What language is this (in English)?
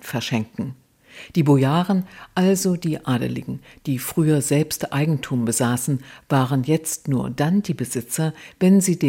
German